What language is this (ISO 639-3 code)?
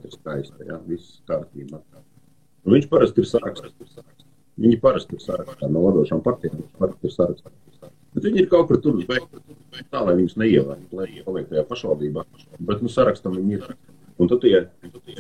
lav